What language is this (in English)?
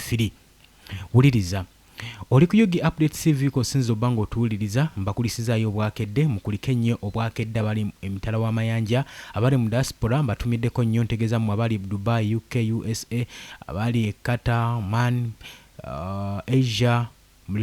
Ganda